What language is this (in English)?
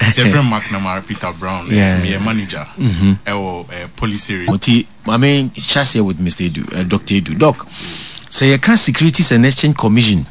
Akan